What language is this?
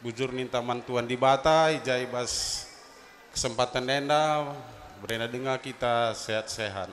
Batak Karo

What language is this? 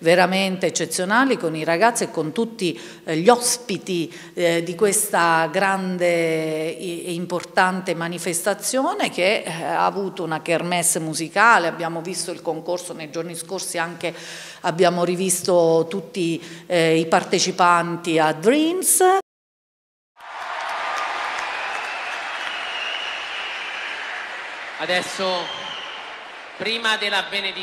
Italian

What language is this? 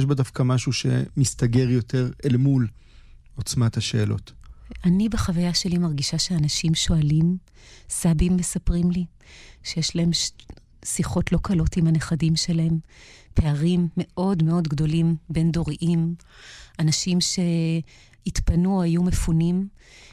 Hebrew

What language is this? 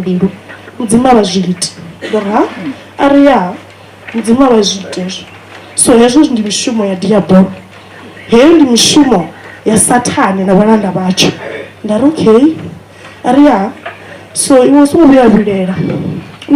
Venda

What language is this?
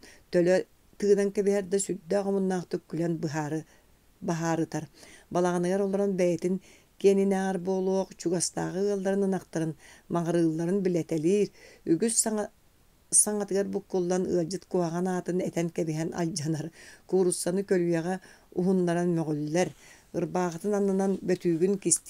Yakut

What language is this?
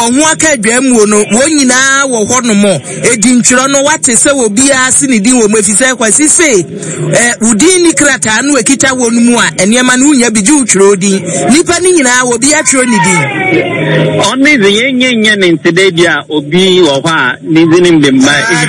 Akan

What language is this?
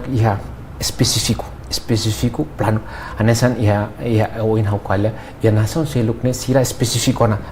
Tetum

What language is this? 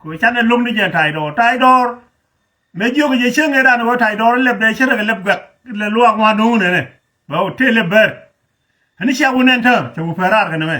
Nuer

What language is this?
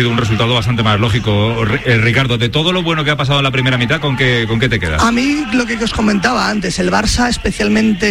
Spanish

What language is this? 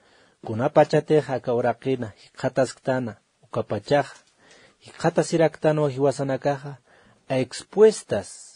Aymara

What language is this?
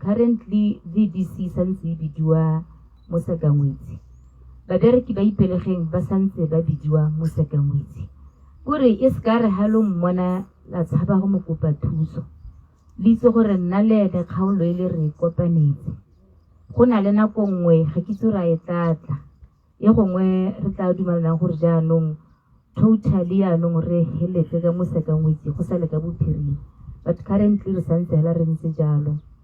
Tswana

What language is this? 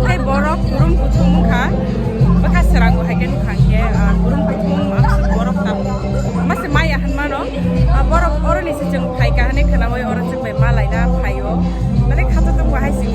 Kok Borok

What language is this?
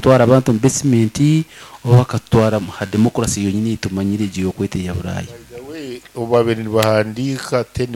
Nyankole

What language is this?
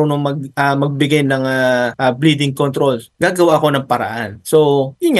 Filipino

